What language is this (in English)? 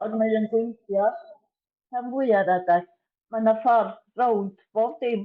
Welsh